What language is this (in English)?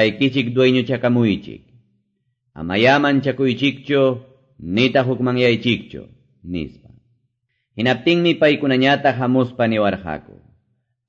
Quechua